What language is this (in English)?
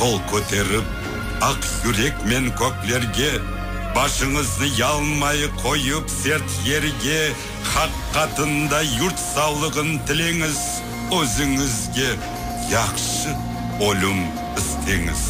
Crimean Tatar